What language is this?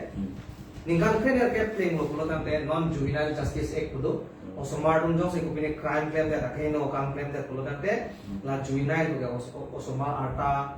Karbi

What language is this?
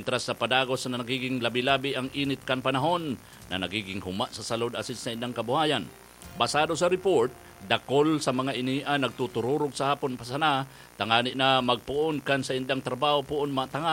Bikol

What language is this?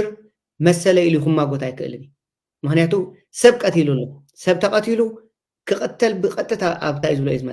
Tigrinya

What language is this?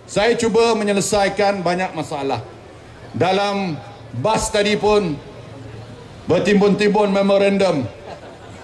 Malay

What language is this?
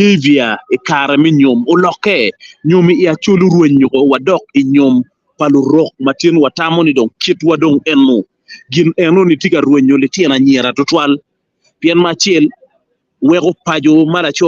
Acoli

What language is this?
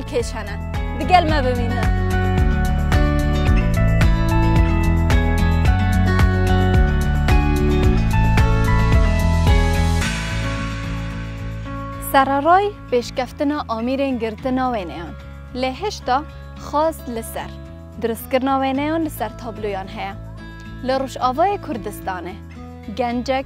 Kurdish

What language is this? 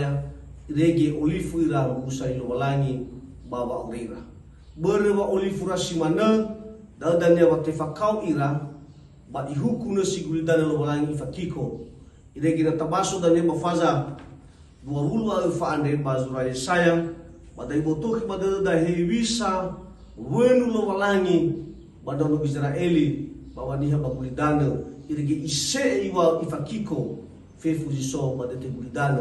Nias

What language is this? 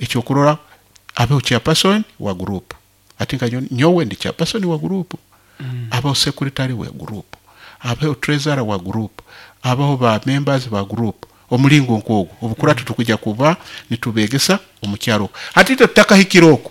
Nyoro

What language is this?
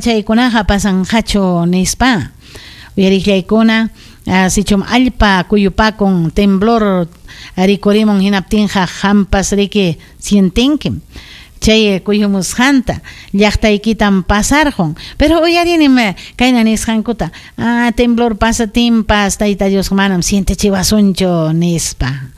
Ayacucho Quechua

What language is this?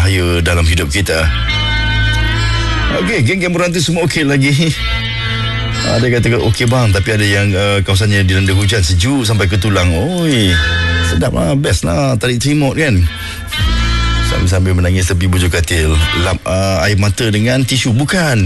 Malay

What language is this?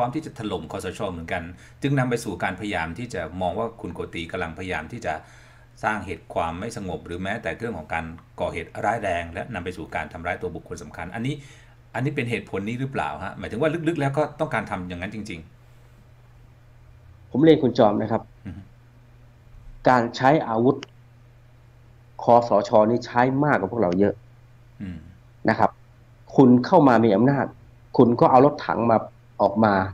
Thai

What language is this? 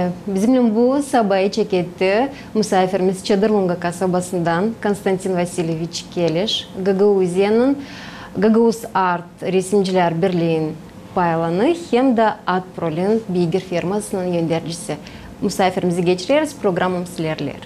Gagauz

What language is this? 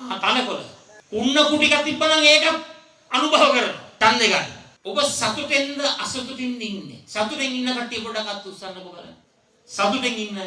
Sinhala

